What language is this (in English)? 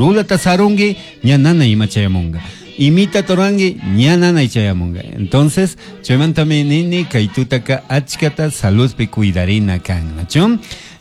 Chimborazo Highland Quichua